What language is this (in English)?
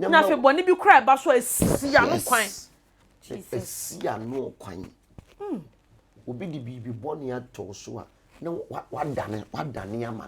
Akan